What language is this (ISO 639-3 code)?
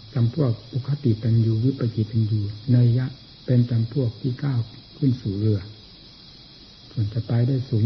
tha